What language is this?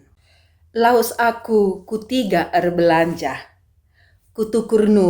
Batak Karo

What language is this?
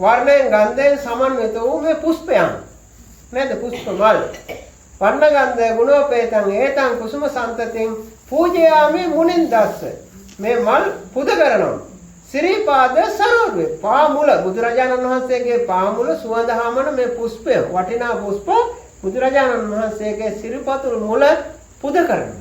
Sinhala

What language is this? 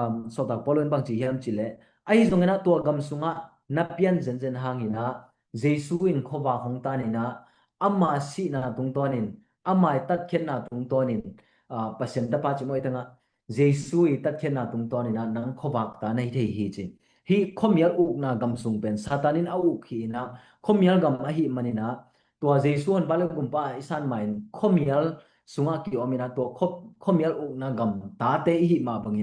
Tedim Chin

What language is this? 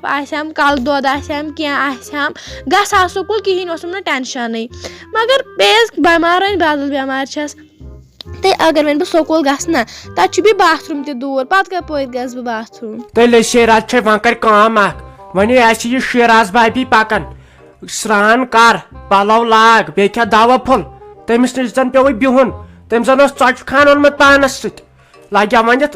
Kashmiri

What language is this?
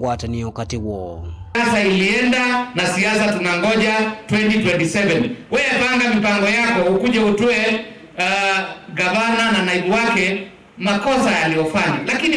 Kamba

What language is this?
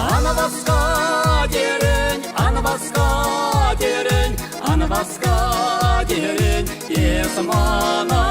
Chuvash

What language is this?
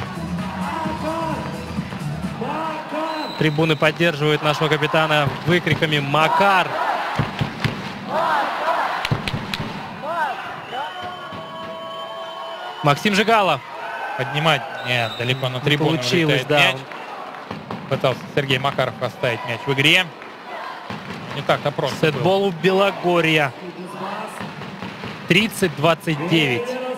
Russian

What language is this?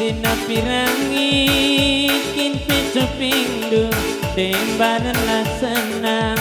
Batak Karo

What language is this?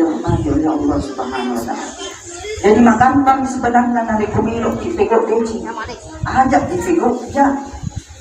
Buginese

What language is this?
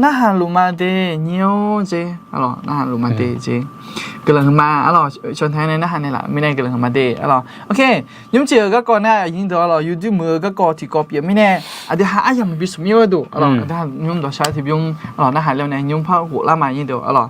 Akha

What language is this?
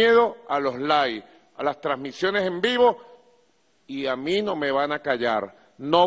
Spanish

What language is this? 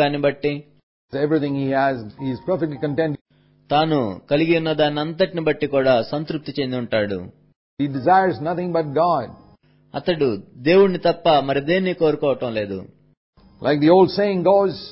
Telugu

